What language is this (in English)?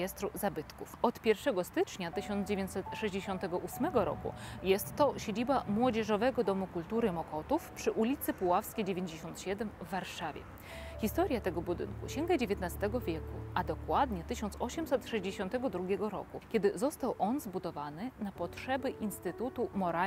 Polish